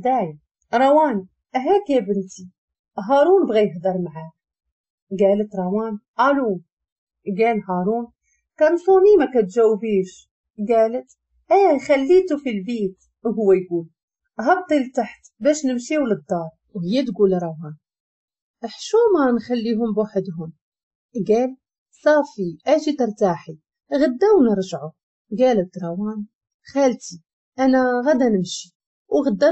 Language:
Moroccan Arabic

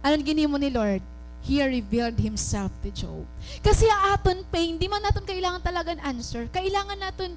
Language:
Waray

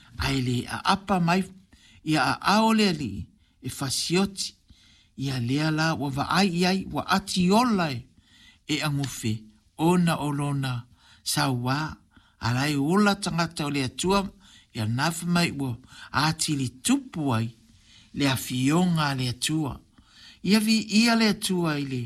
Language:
Samoan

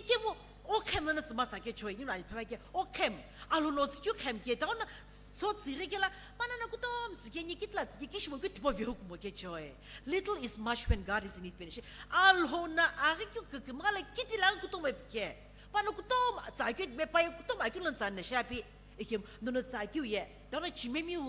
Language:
Sumi Naga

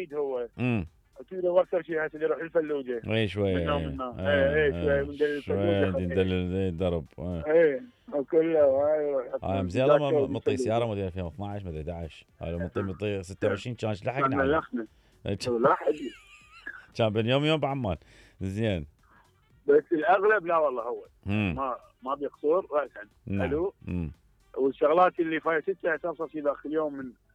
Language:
Mesopotamian Arabic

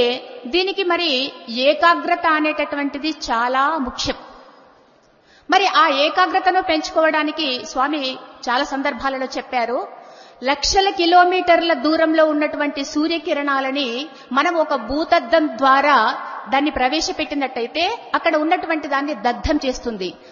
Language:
Telugu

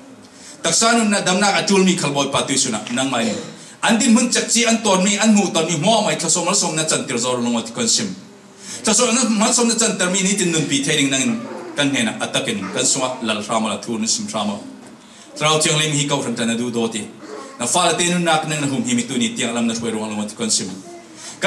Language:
Falam Chin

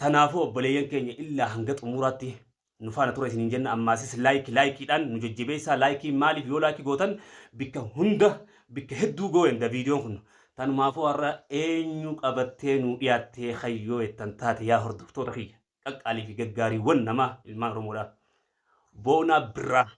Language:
Oromo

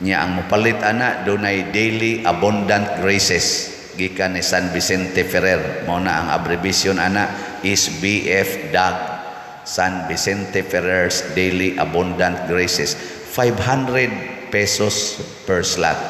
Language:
Cebuano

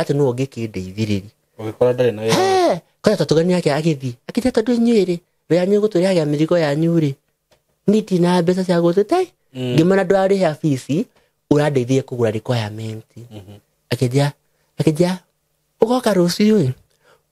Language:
Kikuyu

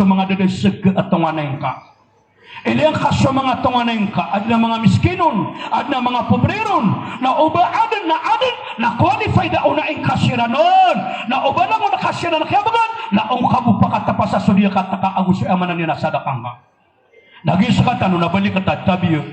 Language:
Maranao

